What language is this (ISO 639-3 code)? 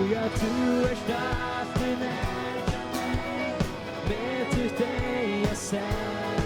fao